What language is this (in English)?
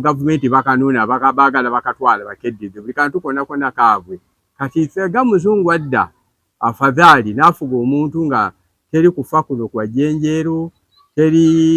Ganda